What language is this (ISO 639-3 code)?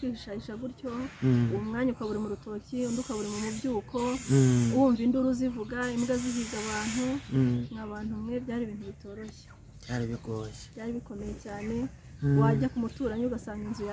kin